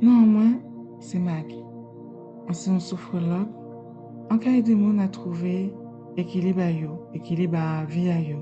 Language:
Guadeloupean Creole French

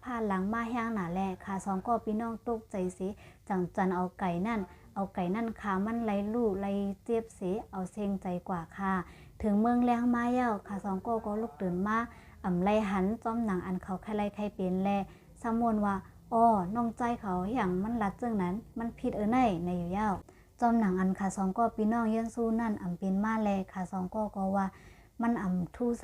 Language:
Shan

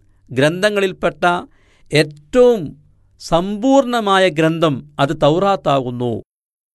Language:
Malayalam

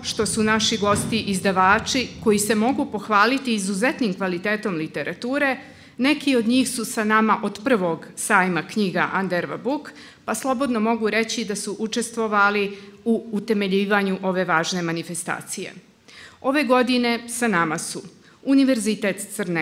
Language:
Serbian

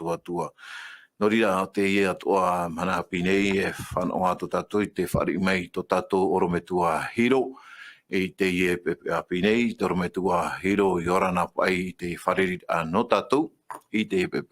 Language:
Tahitian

